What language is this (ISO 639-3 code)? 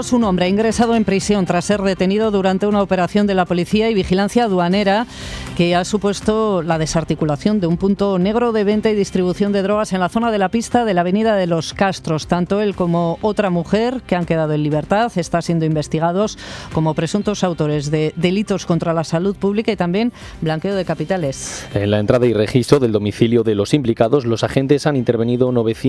spa